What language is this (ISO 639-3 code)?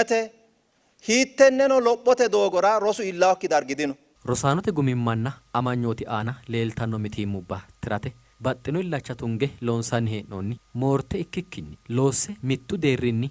sid